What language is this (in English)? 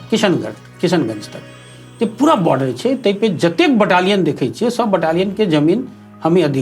Maithili